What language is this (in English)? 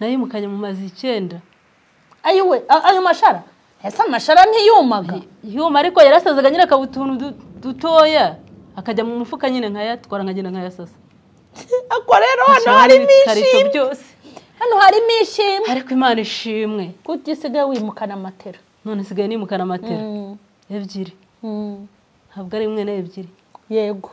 Kinyarwanda